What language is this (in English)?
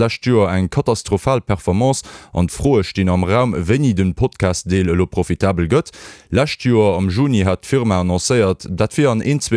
Luxembourgish